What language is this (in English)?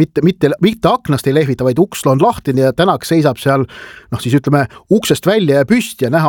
Estonian